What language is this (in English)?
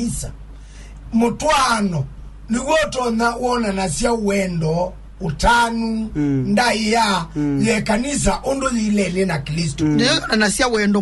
Kamba